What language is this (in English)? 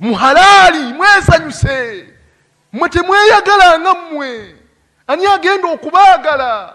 Ganda